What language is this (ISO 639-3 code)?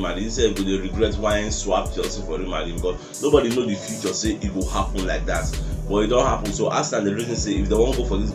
pcm